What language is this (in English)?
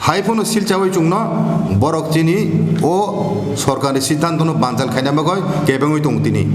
Kok Borok